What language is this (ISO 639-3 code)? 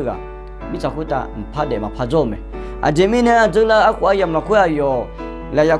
ahk